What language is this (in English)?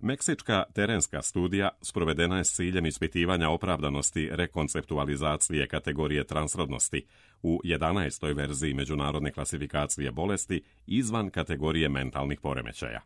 Serbian